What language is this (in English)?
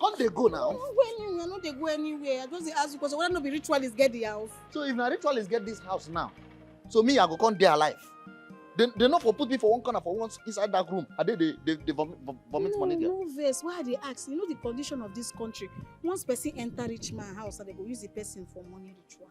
Nigerian Pidgin